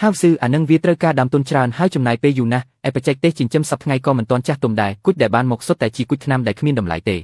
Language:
Khmer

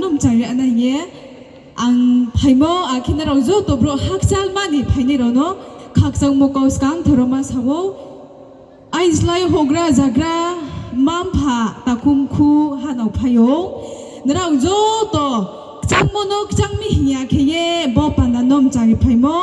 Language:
Riang (India)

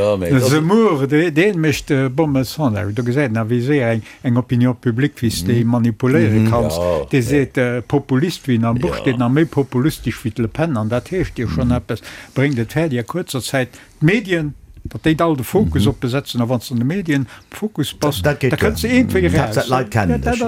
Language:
Luxembourgish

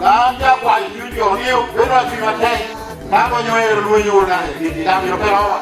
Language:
Lango (Uganda)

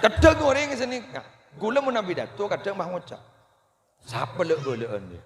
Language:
Madurese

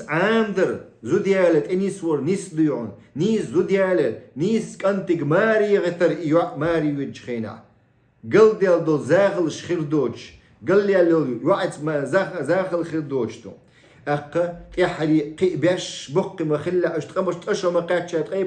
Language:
Chechen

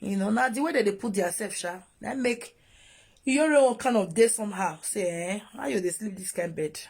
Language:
Nigerian Pidgin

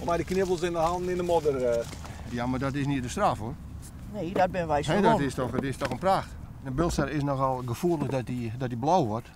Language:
Western Frisian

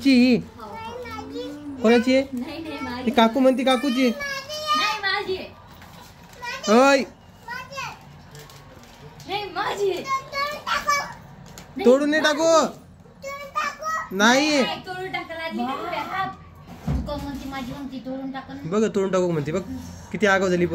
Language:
Marathi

